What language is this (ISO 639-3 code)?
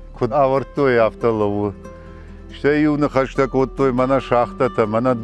oss